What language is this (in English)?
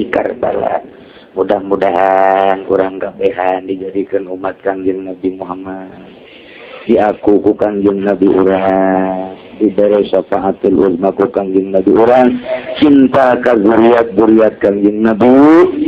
Sundanese